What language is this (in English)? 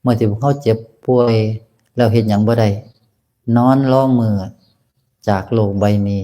Northeastern Thai